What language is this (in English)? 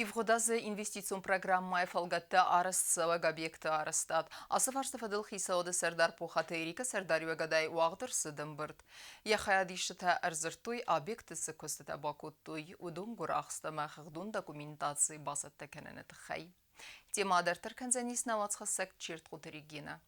Ossetic